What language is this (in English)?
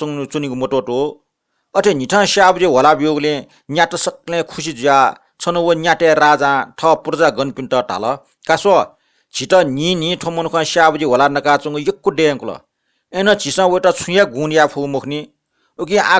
Newari